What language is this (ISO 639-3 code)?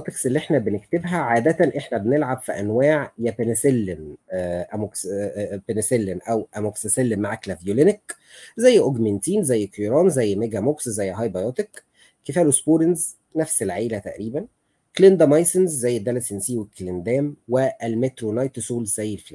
arz